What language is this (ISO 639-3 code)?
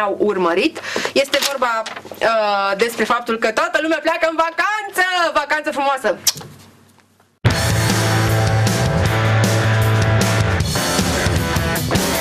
ron